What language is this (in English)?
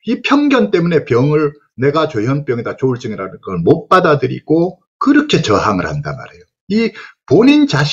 Korean